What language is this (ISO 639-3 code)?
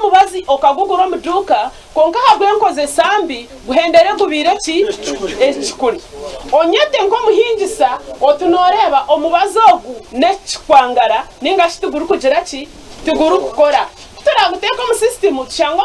nyn